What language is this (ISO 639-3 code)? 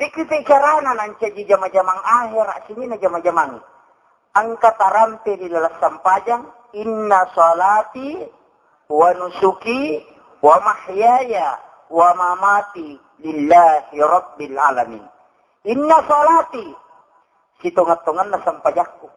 bug